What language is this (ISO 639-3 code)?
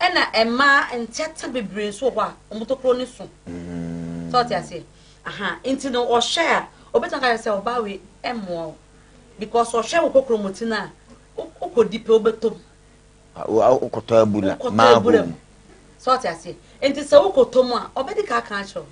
aka